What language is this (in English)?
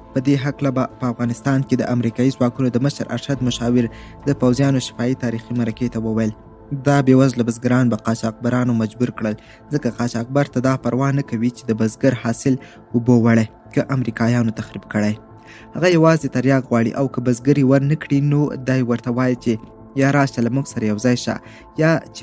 Pashto